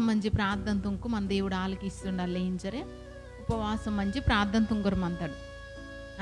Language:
Koya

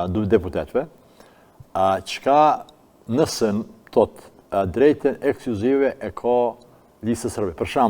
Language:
Albanian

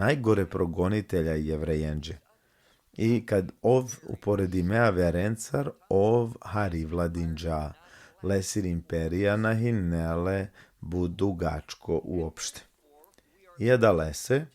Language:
Balkan Romani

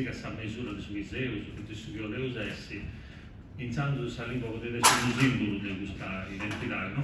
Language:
Sardinian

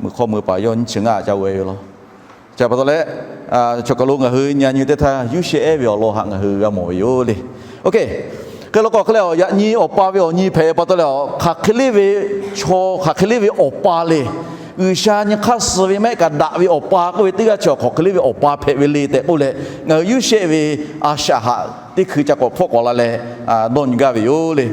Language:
Lahu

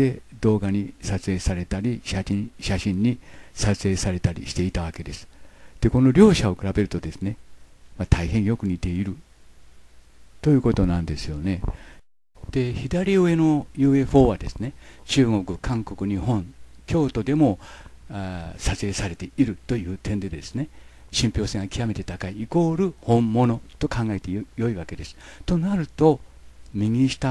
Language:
Japanese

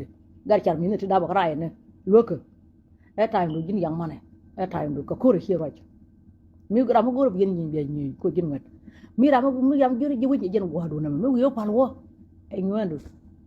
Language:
Nuer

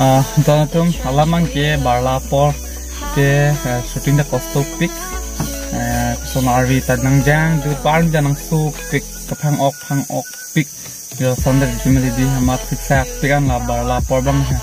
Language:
Karbi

